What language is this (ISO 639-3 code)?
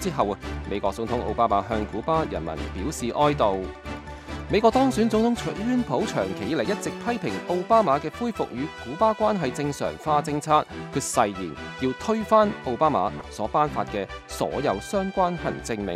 yue